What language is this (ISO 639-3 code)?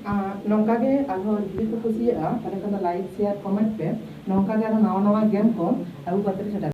sat